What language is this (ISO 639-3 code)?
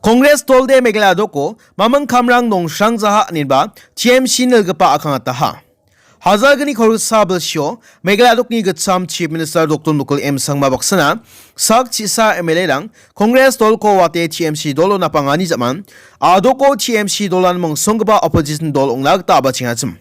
grt